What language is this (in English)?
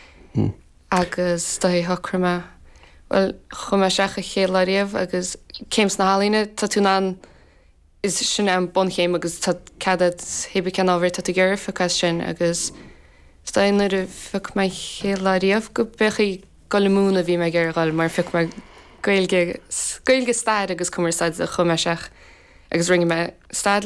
Irish